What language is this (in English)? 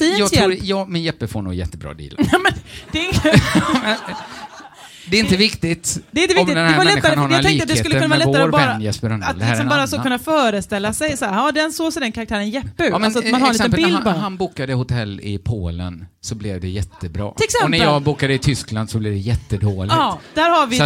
Swedish